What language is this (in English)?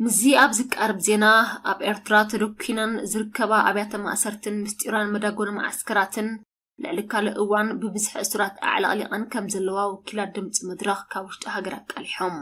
Tigrinya